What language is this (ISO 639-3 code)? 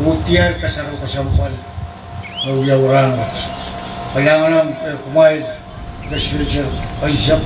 pon